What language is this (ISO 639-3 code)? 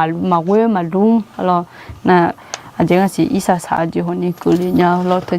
ahk